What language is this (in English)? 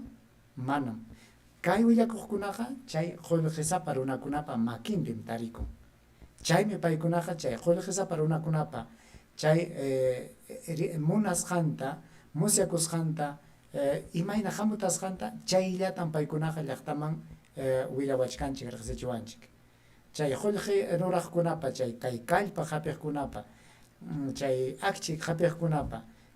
Ayacucho Quechua